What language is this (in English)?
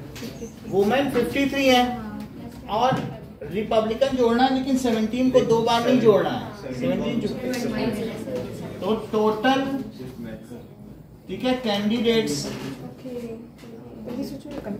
Hindi